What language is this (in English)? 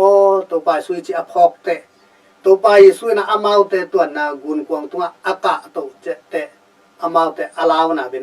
Tedim Chin